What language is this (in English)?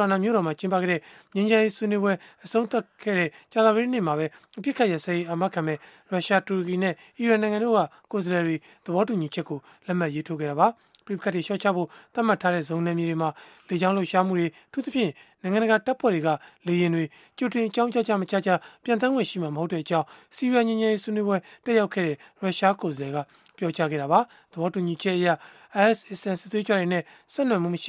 Burmese